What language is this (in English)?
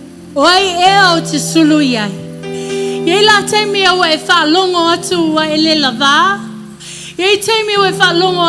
Samoan